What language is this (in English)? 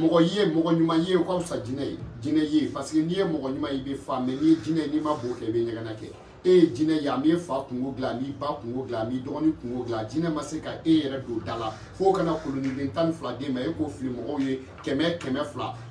Bambara